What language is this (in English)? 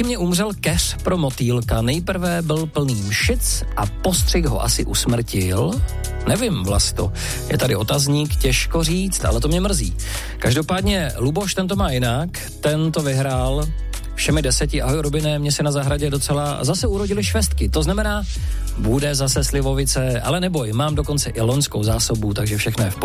Czech